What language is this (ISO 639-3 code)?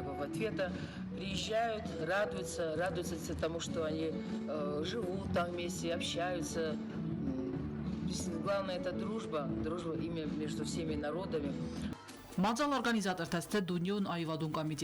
oss